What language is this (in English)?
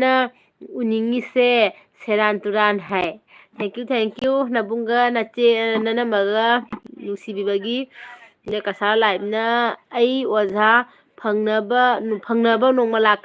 Manipuri